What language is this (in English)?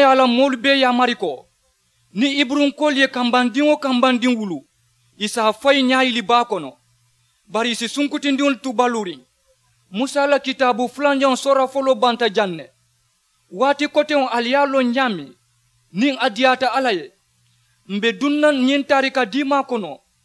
Mandingo